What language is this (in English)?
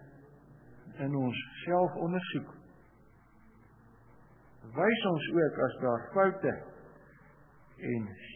Afrikaans